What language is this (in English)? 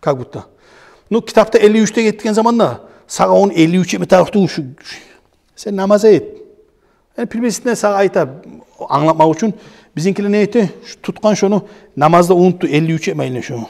Kumyk